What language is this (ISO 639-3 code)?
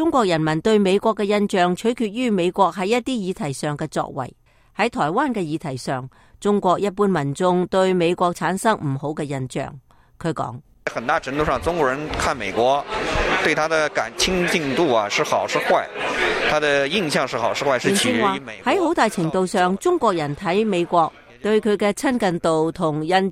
yue